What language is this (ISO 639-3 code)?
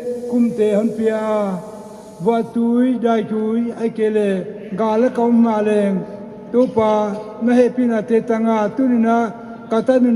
pck